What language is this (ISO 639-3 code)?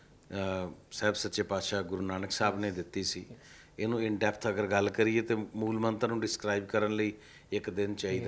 pan